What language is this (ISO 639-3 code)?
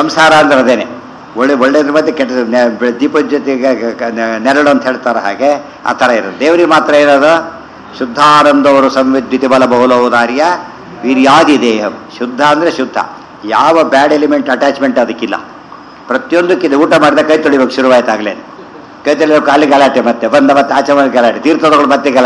kan